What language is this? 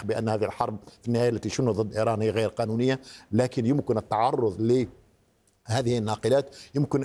Arabic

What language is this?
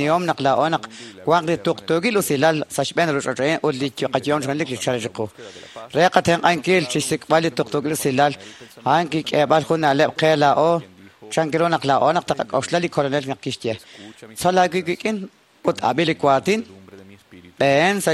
Kekchí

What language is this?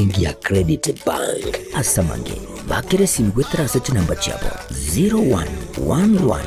Gusii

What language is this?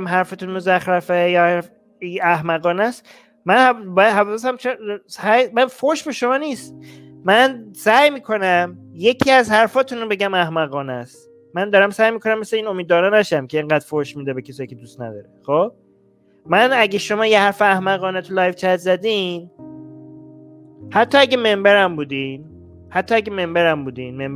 Persian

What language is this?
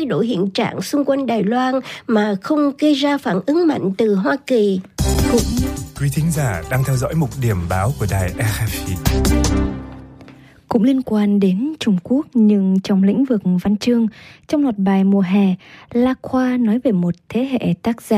Vietnamese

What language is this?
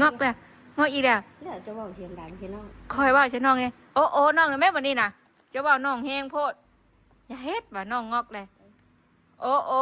Northeastern Thai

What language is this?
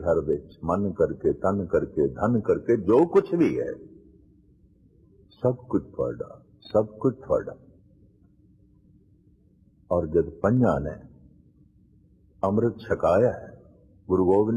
Punjabi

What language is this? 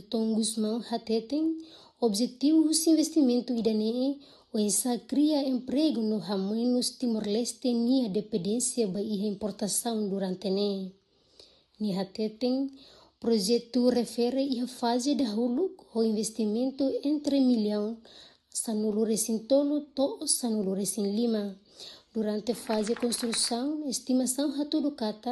Tetum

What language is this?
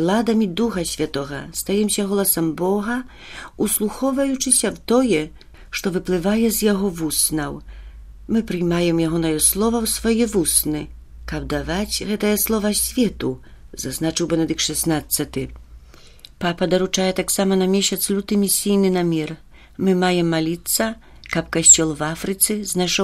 Belarusian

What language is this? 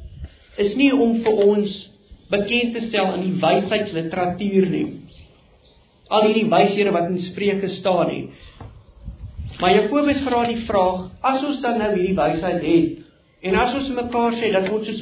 Afrikaans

